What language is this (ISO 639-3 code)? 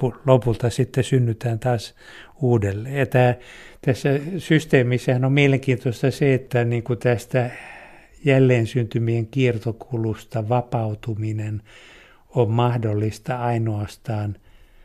fin